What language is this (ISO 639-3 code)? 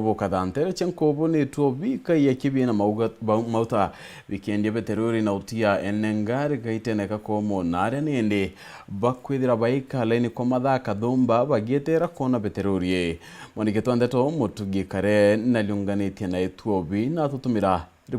mer